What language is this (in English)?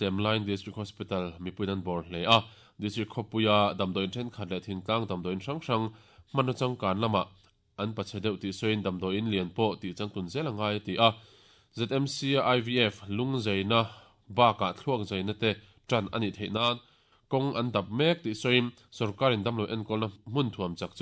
Mizo